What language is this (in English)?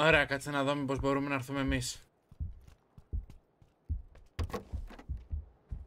Greek